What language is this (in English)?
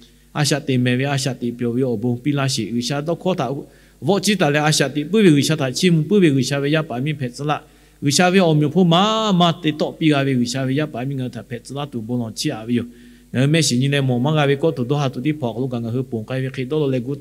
Lahu